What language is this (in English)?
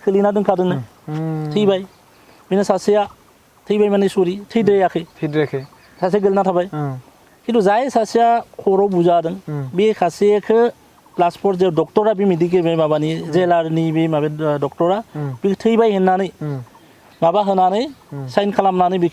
Bodo